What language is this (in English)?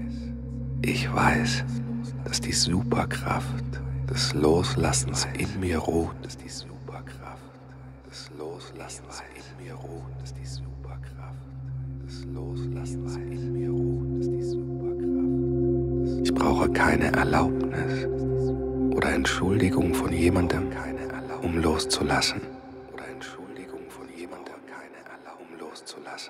German